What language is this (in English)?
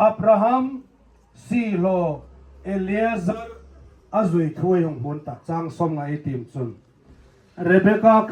Hmar